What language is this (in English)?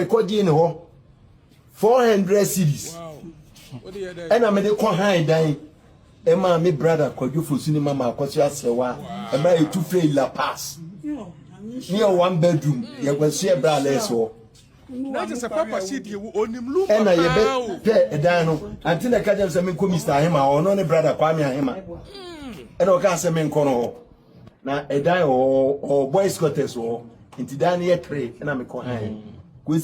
Akan